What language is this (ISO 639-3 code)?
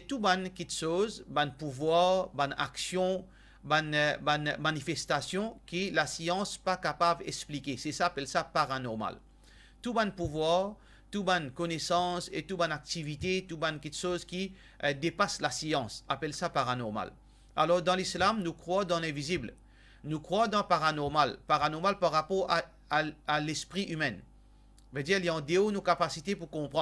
mfe